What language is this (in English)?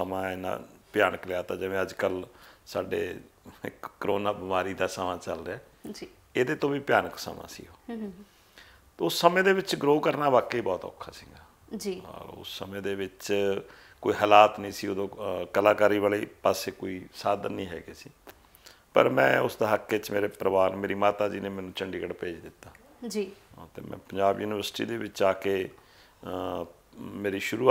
Punjabi